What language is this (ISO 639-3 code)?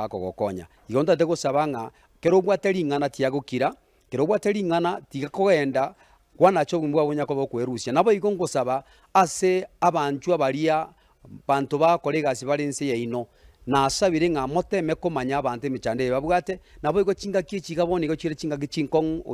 guz